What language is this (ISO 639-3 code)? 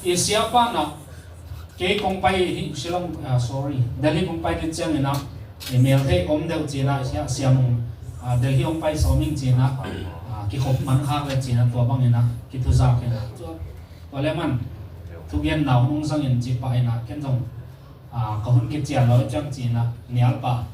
ctd